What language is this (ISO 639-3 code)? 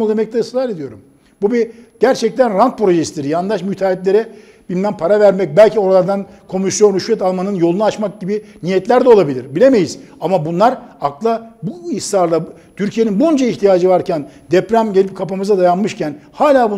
tur